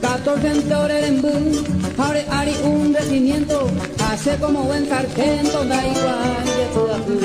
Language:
Guarani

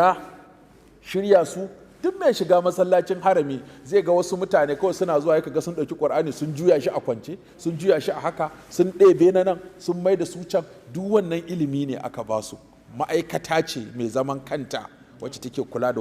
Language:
Hausa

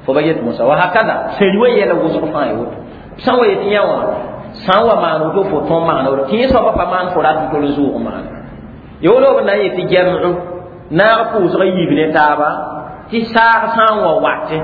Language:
Mossi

